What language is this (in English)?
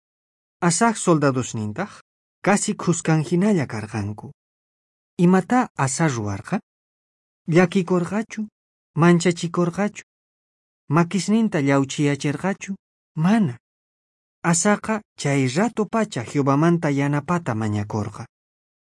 South Bolivian Quechua